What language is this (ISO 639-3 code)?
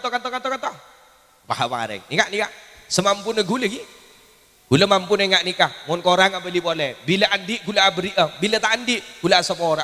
mad